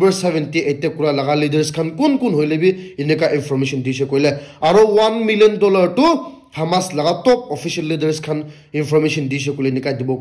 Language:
Naga Pidgin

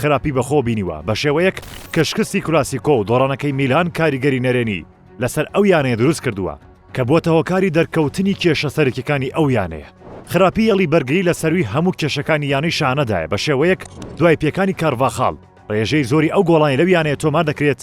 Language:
Central Kurdish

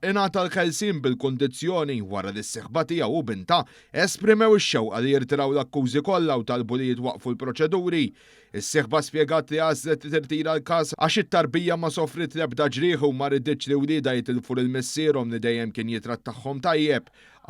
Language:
Maltese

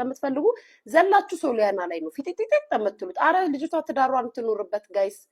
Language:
Amharic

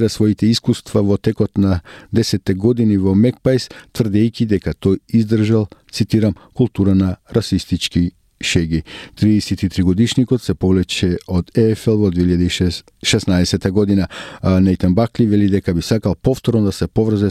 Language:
Macedonian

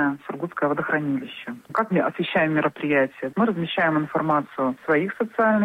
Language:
Russian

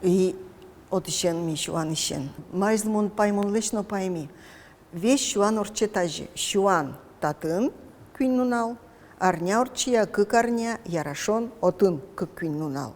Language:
Udmurt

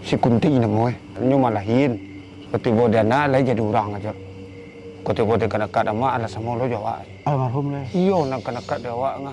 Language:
Minangkabau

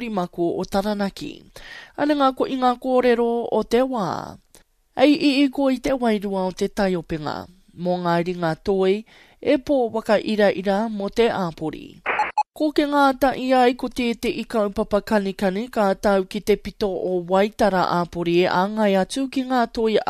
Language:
Māori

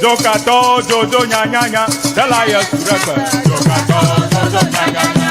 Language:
Ewe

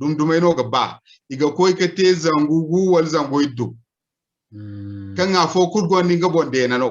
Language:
Zarma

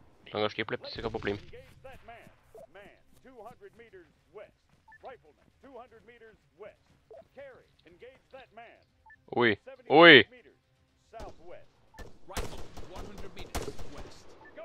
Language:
Bavarian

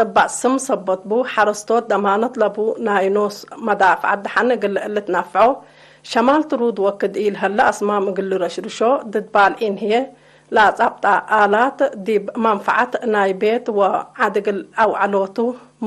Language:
Tigre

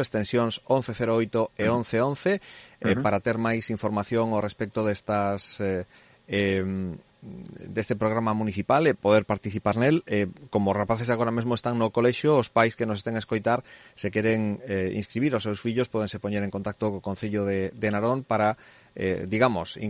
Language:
Galician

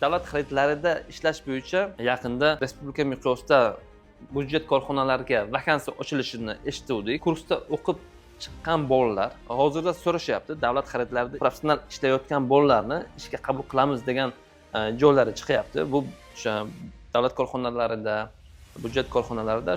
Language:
Uzbek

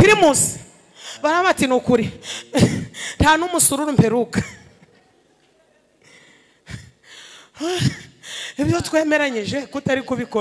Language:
Kinyarwanda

